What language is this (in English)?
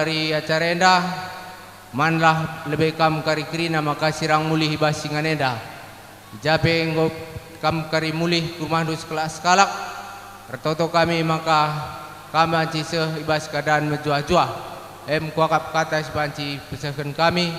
Batak Karo